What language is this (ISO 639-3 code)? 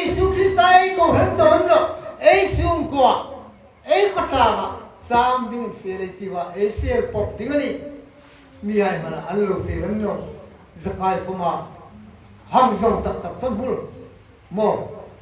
hmr